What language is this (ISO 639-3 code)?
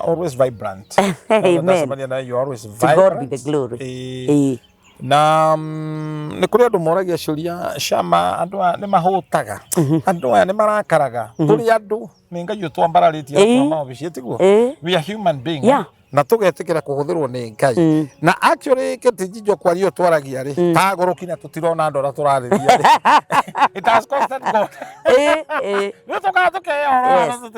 kik